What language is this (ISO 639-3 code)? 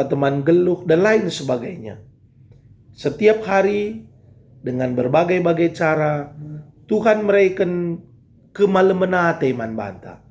btx